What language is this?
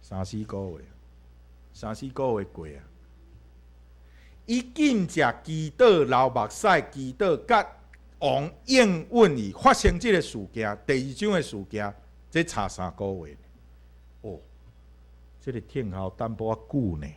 Min Nan Chinese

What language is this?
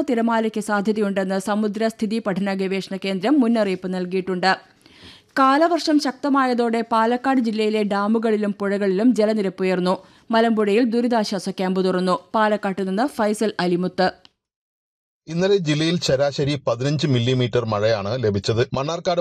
Malayalam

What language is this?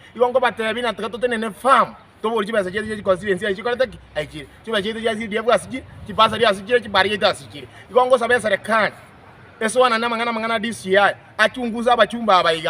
Gusii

